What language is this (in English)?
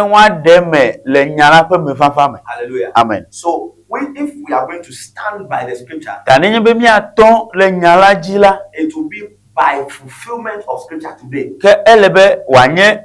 Ewe